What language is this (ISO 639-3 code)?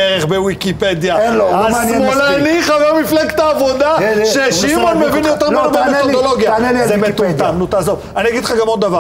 heb